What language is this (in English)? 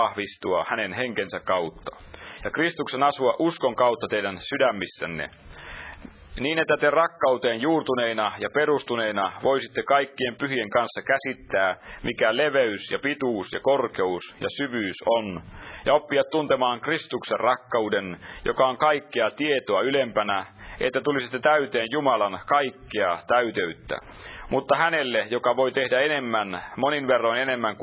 Finnish